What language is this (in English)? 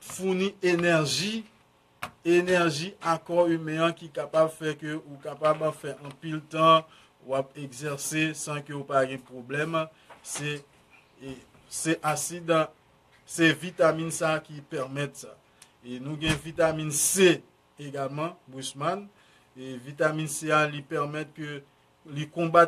Haitian Creole